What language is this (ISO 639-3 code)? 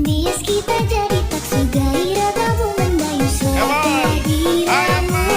abs